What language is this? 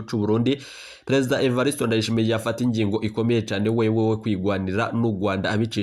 Rundi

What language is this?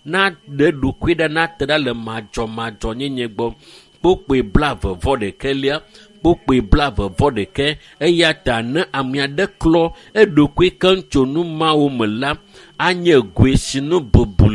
Ewe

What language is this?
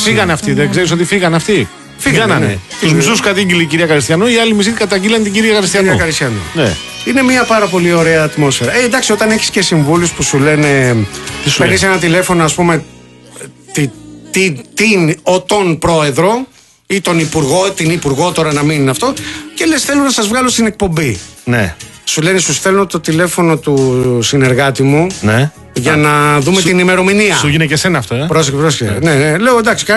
Greek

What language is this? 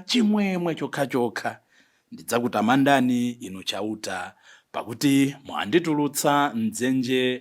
Nyanja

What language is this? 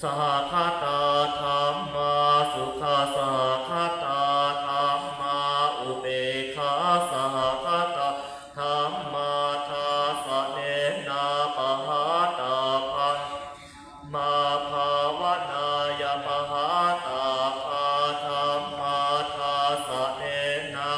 Shan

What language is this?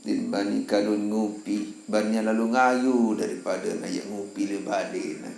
Sasak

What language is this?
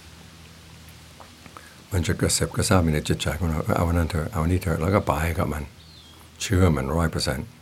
Thai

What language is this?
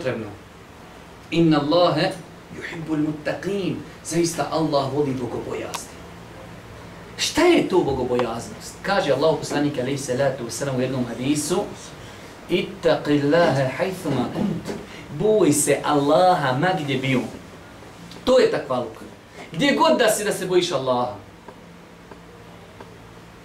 Bosnian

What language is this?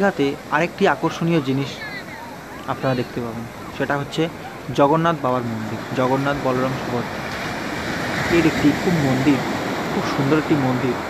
Bangla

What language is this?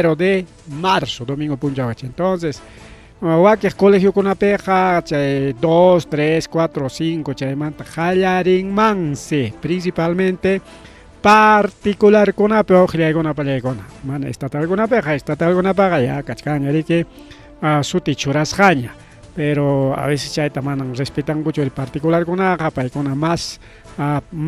Ayacucho Quechua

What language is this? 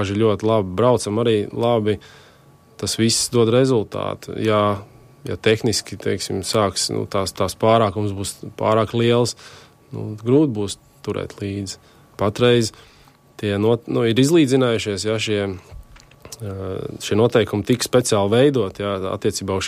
Latvian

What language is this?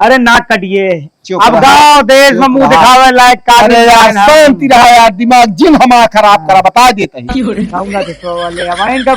Awadhi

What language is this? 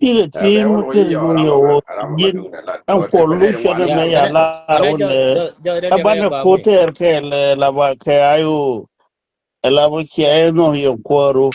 Nuer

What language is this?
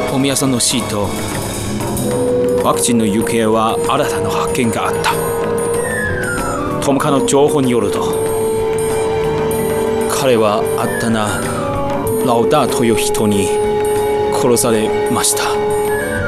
Japanese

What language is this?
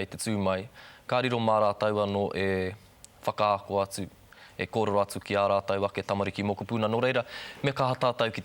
Māori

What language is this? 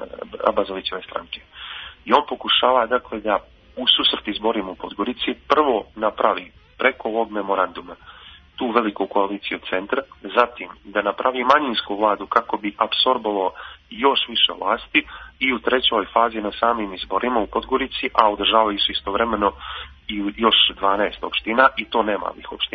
Serbian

